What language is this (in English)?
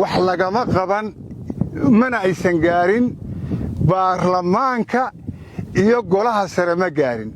Somali